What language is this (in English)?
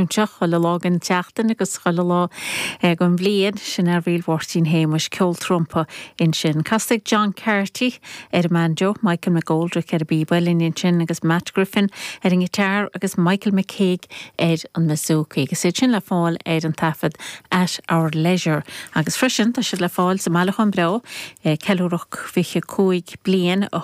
Irish